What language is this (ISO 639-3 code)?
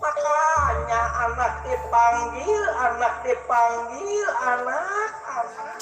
bew